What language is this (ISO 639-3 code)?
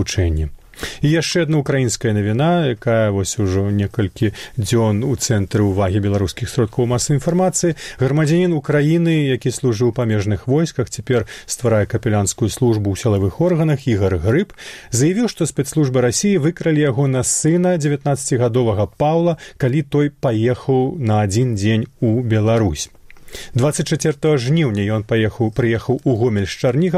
bel